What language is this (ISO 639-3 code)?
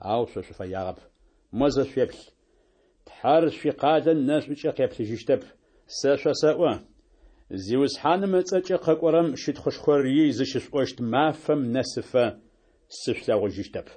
ady